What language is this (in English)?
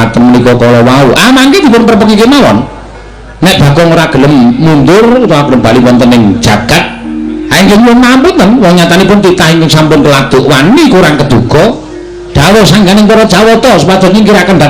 Javanese